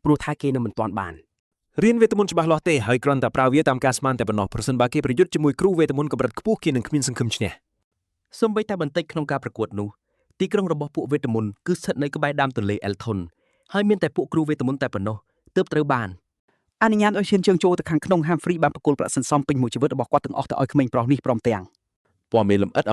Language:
Khmer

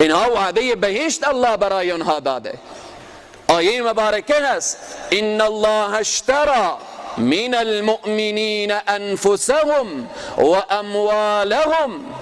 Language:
Persian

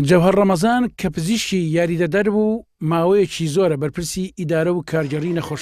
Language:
Central Kurdish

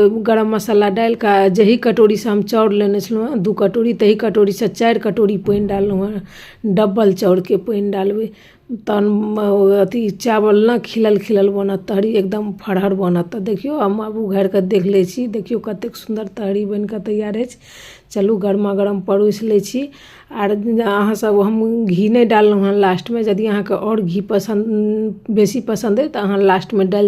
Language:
Maithili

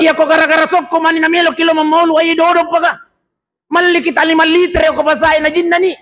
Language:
Buginese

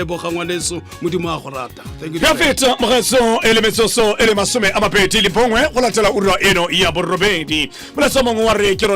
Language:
Tswana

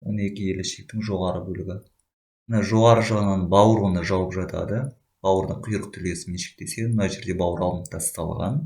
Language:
Kazakh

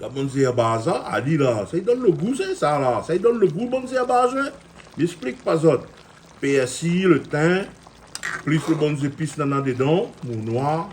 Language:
Réunion Creole French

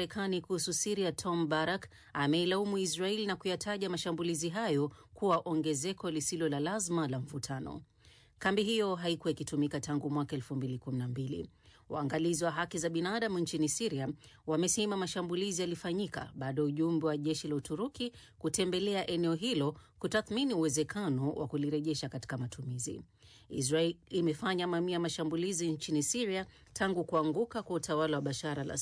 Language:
Swahili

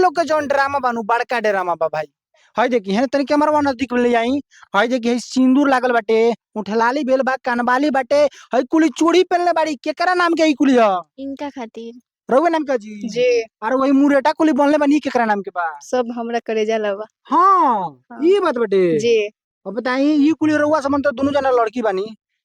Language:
Bhojpuri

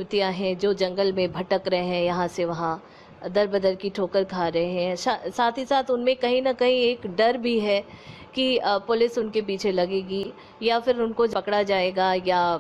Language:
Hindi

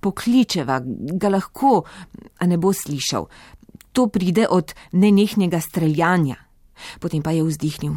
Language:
Slovenian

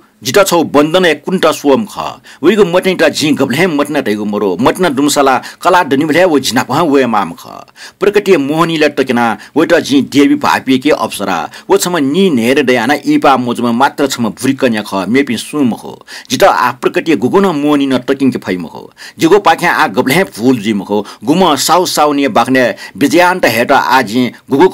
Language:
Newari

